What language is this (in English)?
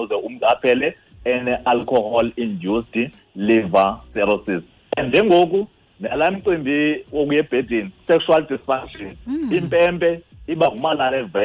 Xhosa